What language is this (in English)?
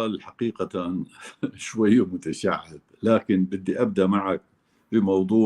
North Levantine Arabic